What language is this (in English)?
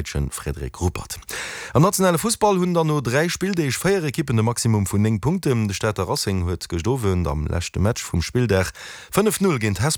Luxembourgish